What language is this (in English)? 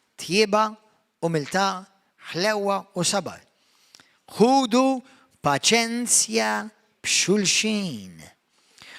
Maltese